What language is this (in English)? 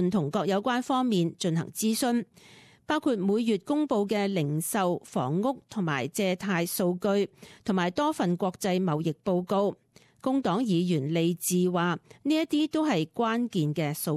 Cantonese